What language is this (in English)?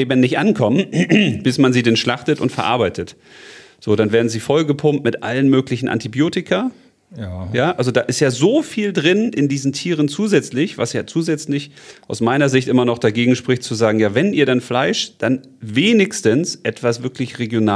German